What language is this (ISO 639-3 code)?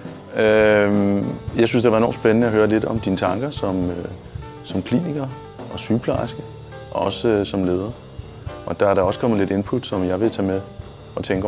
dan